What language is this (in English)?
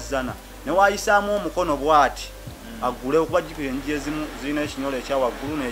Ganda